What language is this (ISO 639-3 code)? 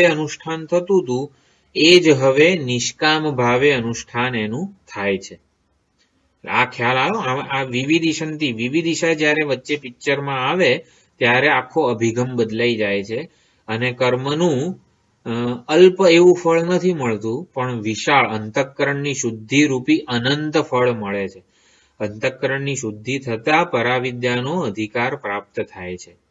guj